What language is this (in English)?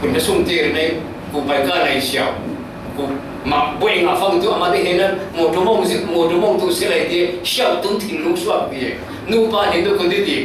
Falam Chin